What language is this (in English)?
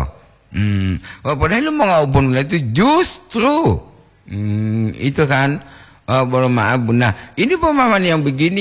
Gorontalo